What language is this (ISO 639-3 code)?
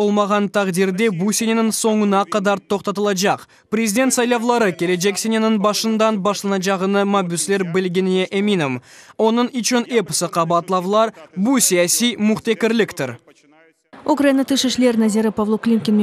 crh